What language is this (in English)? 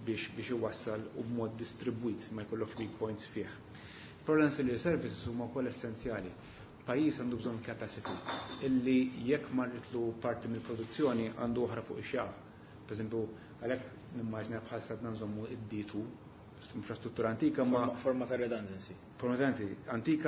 Maltese